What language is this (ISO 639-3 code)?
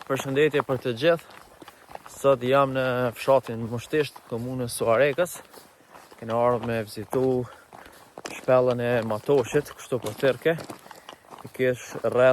sqi